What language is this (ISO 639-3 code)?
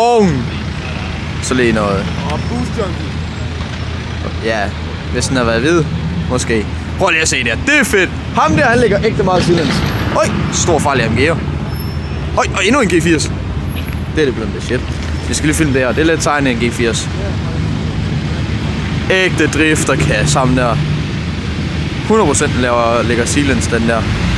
dan